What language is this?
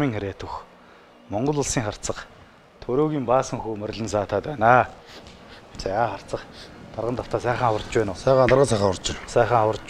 Mongolian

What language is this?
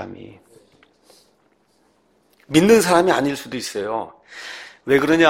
Korean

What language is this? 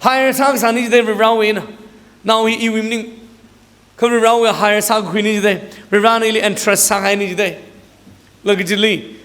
Tangkhul Naga (India)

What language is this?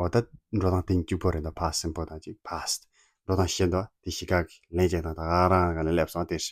Tibetan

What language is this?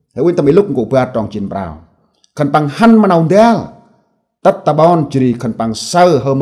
Central Mnong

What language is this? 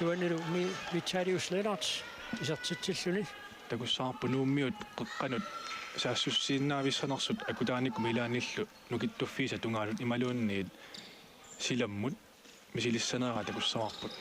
Kalaallisut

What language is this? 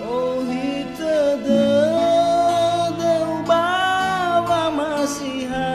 Nias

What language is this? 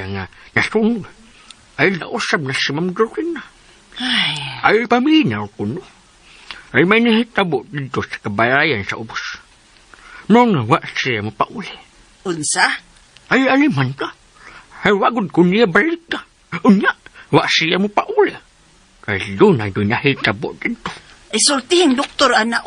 Cebuano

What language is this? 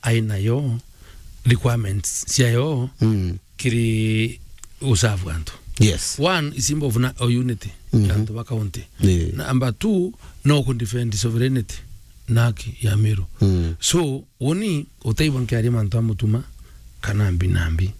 Meru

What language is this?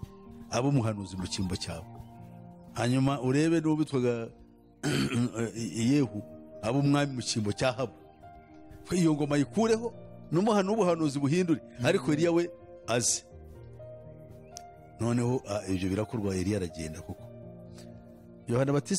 Kinyarwanda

